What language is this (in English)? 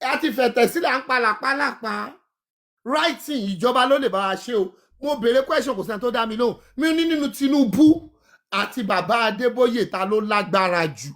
Yoruba